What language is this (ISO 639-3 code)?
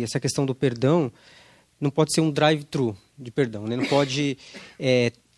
por